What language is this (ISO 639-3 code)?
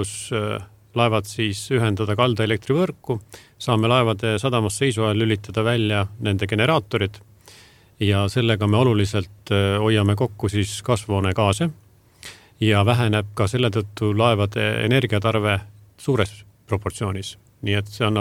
est